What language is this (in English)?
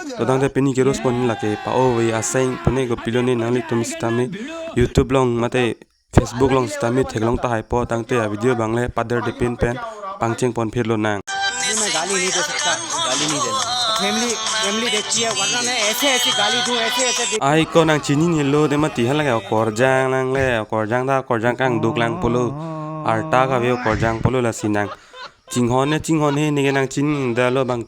Karbi